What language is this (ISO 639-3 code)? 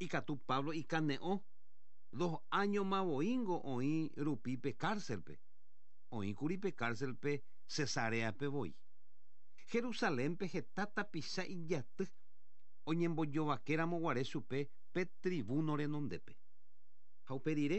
grn